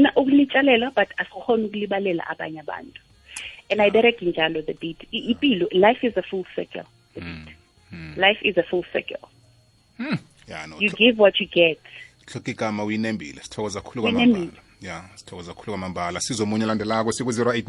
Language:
South Ndebele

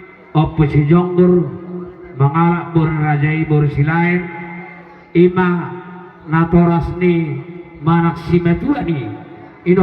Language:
Batak Toba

